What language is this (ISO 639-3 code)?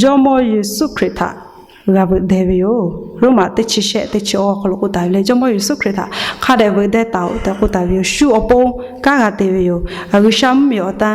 lhu